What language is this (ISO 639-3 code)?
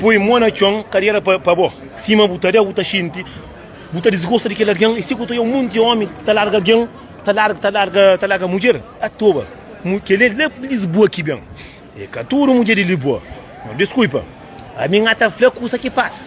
kea